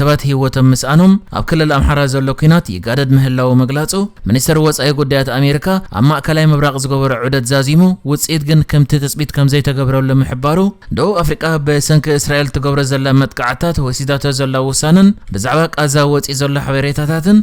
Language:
Tigrinya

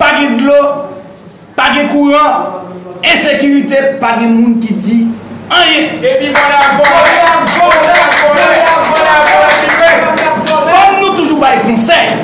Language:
Haitian Creole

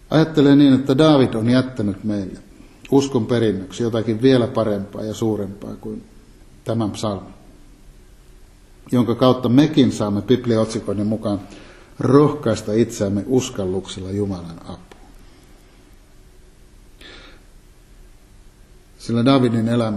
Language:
Finnish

